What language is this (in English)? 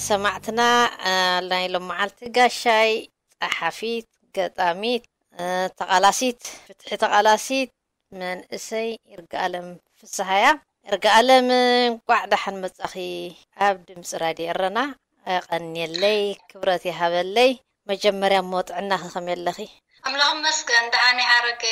Tigrinya